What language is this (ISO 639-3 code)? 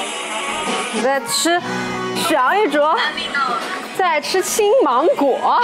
zho